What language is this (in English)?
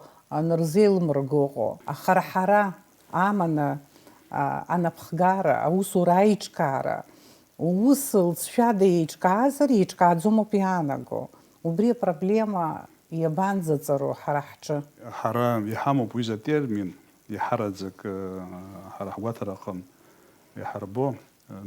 Abkhazian